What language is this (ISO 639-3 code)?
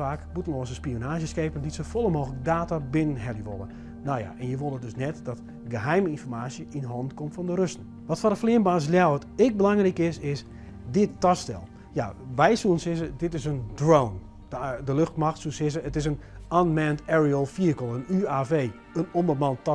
fry